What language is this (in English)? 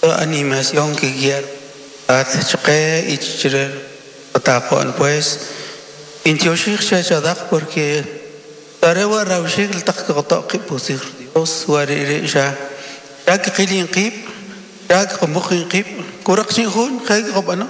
Kʼicheʼ